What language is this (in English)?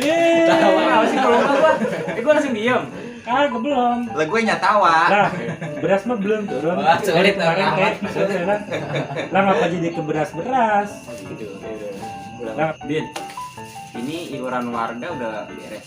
Betawi